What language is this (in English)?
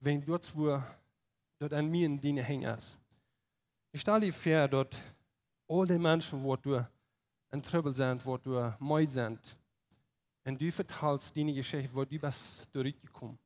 Plautdietsch